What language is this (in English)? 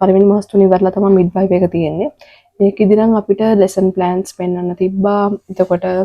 Sinhala